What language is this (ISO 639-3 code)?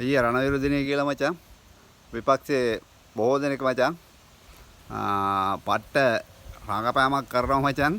sin